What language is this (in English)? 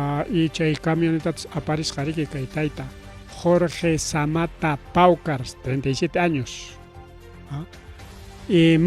Ayacucho Quechua